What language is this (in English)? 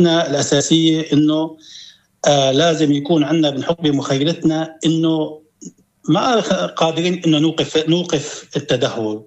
North Levantine Arabic